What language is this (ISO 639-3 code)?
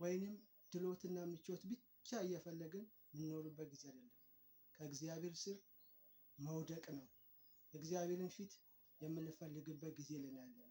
amh